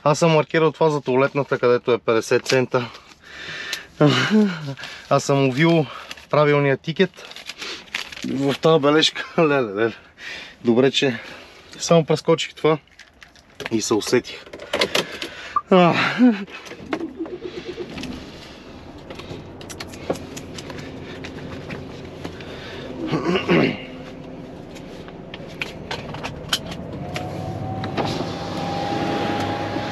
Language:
Bulgarian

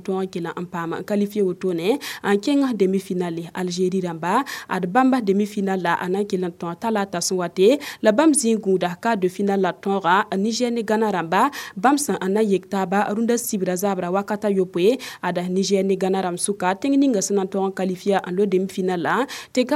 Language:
Mossi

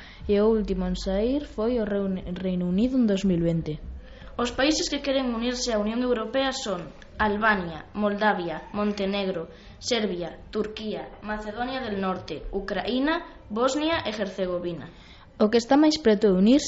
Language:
Galician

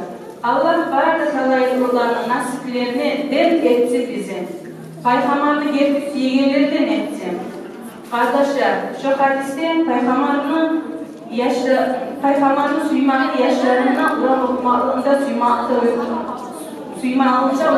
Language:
Kumyk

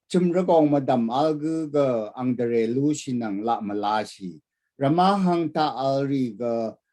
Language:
Rawang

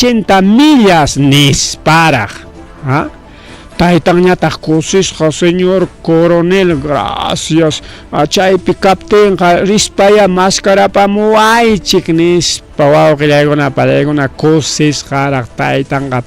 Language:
Ayacucho Quechua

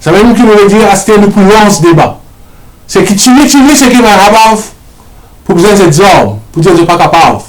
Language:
Morisyen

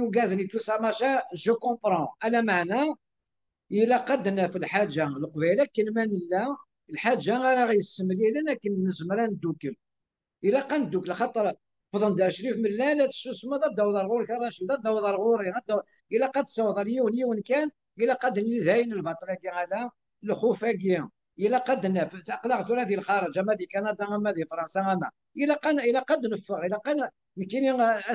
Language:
Kabyle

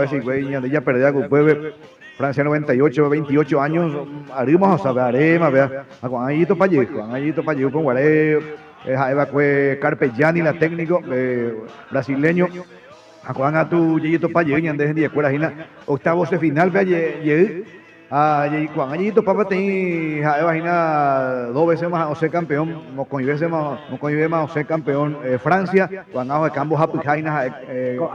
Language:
Guarani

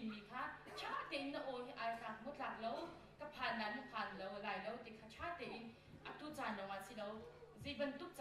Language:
Hakha Chin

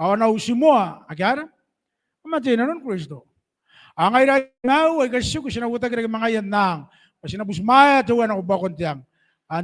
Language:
Gilbertese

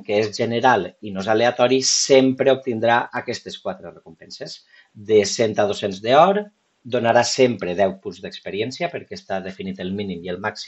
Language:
Catalan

